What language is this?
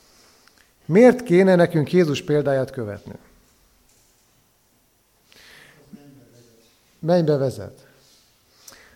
Hungarian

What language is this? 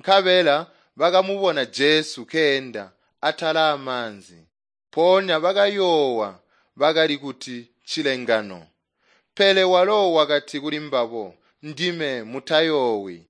Tonga (Zambia)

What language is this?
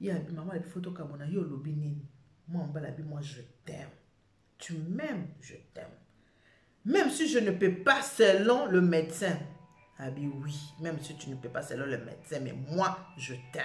Lingala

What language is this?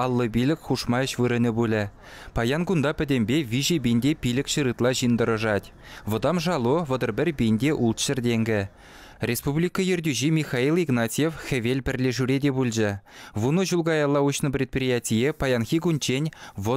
Chuvash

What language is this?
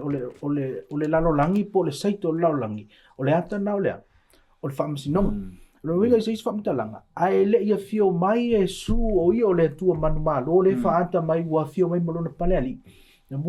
Samoan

